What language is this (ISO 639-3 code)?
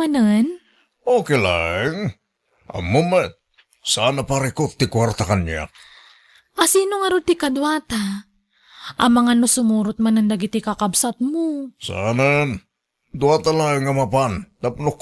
ilo